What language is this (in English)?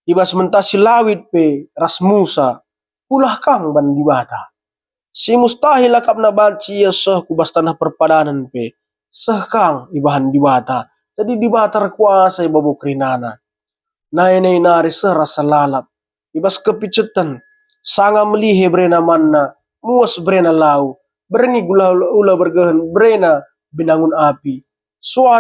Batak Karo